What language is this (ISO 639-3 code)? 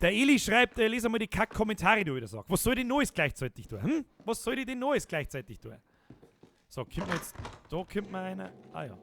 bar